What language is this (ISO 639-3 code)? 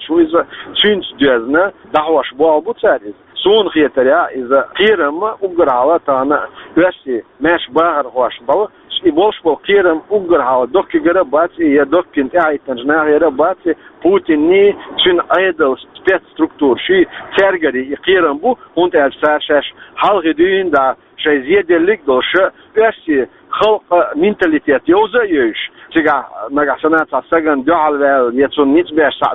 che